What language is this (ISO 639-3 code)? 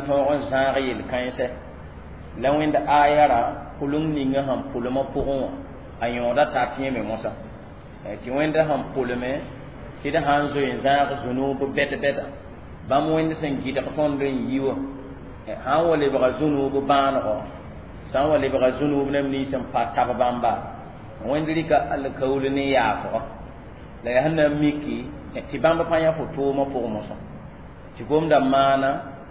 mos